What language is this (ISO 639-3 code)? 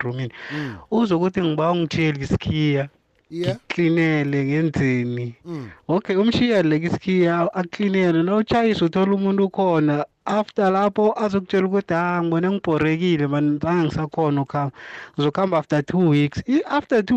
nbl